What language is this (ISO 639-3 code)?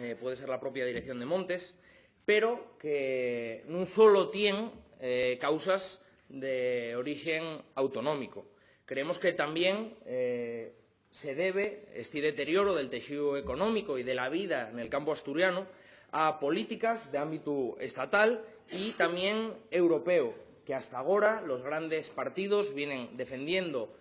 ast